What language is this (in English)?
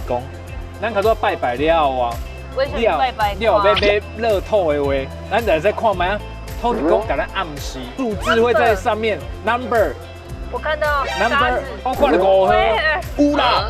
Min Nan Chinese